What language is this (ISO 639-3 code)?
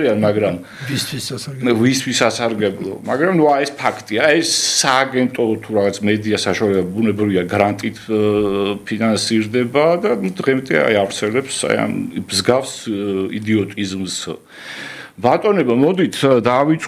kat